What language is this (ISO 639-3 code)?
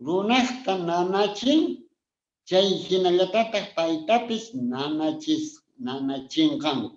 que